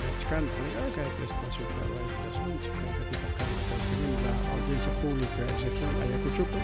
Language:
Ayacucho Quechua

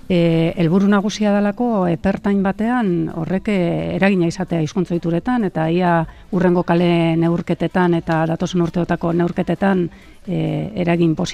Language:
Basque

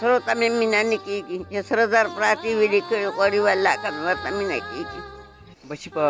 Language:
Pashto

